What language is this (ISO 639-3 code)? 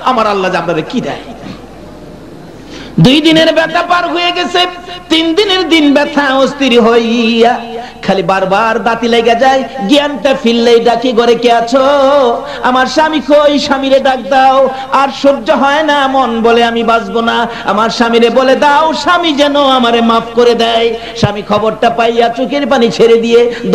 ben